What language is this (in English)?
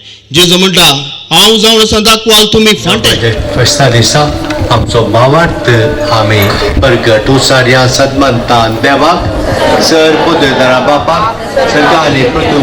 Konkani